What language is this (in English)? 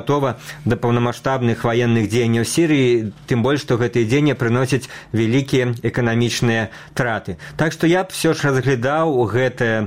Belarusian